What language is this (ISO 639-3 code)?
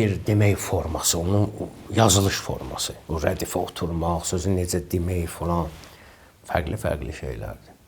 aze